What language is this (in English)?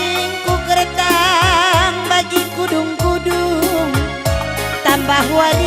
Batak Karo